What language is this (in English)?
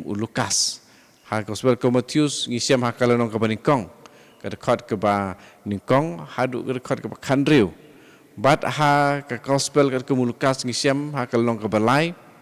Khasi